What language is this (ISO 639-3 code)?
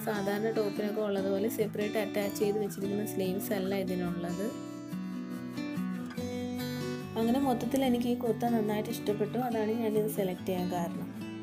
mal